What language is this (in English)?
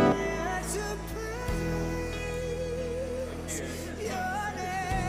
Māori